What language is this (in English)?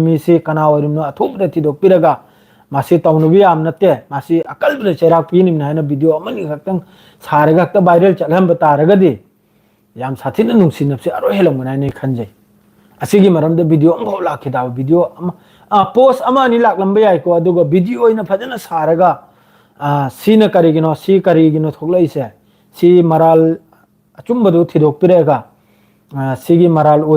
Manipuri